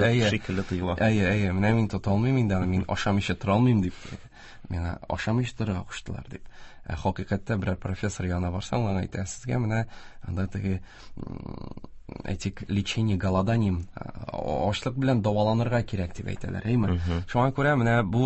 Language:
Tatar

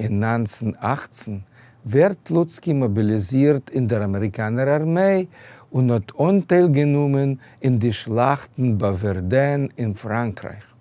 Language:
Yiddish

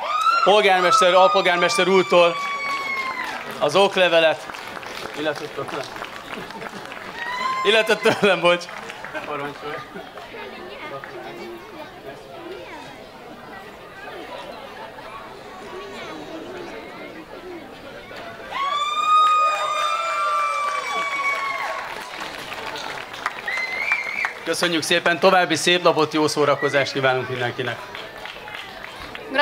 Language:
Hungarian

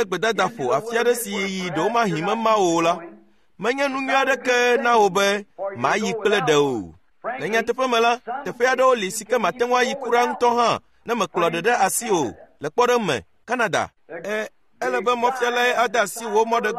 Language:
Ewe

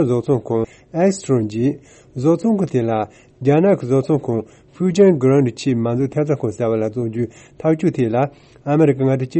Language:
Tibetan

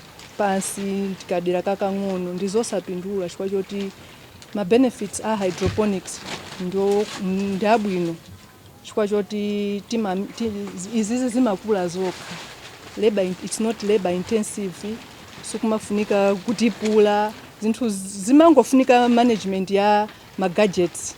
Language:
Nyanja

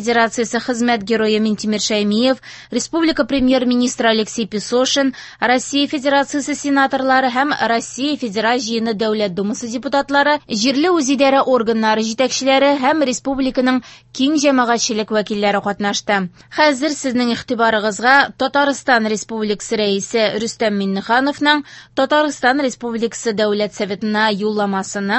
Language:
Tatar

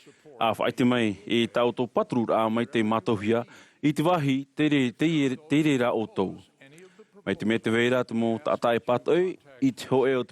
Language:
Tahitian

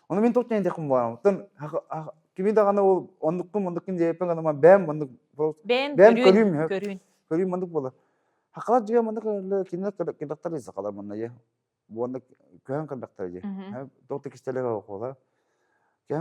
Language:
Yakut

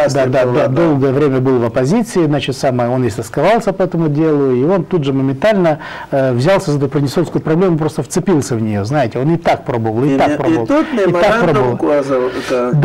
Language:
Russian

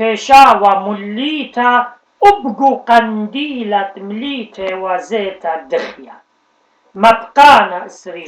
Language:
Assyrian Neo-Aramaic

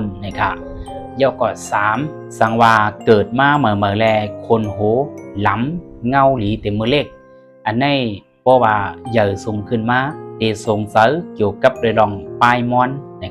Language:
Shan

